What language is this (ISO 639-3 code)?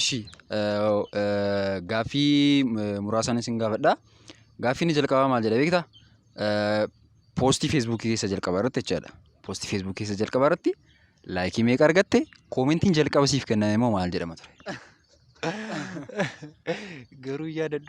orm